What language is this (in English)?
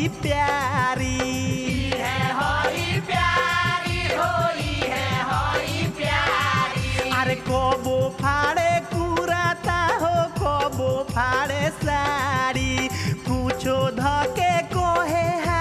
Bhojpuri